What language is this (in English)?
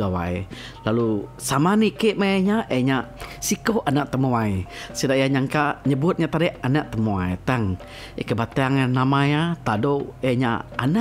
Iban